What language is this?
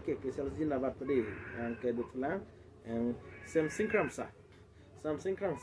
Karbi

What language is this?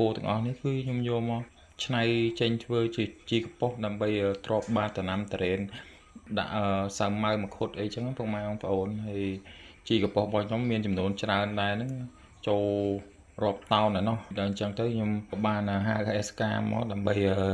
Khmer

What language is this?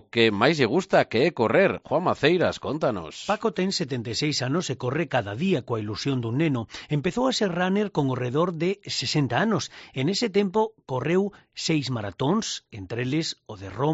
Galician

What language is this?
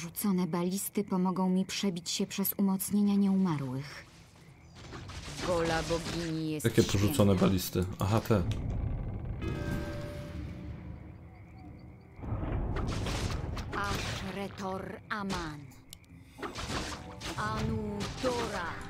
Polish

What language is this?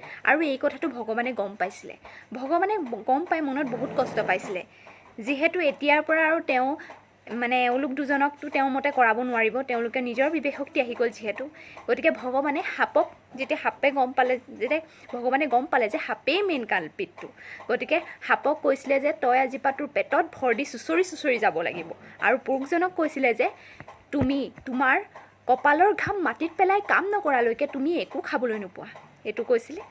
Assamese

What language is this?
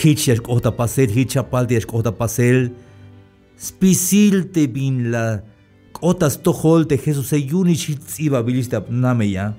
Tzeltal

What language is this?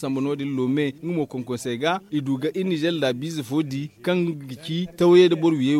Zarma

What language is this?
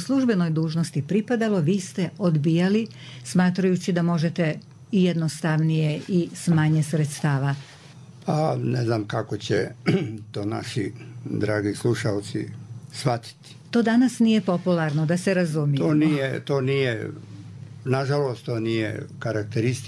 Croatian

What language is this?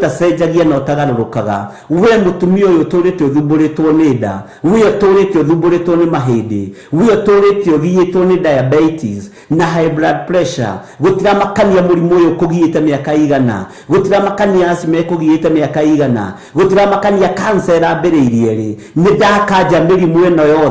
Kikuyu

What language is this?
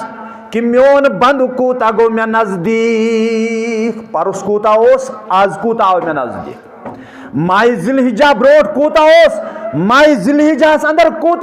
Kashmiri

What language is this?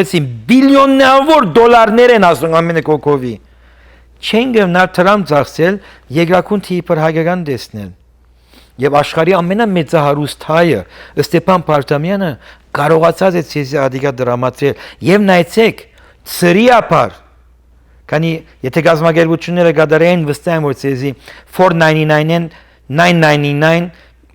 Western Armenian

